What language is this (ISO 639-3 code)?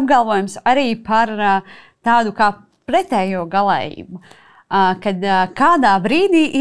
lav